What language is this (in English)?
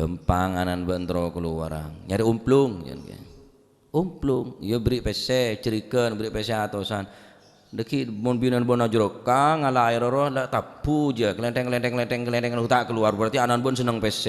Madurese